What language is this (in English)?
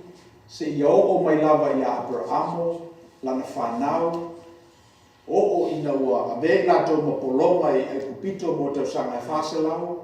Samoan